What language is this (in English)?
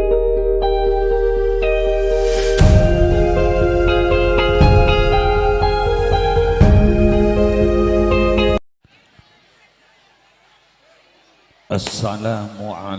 Madurese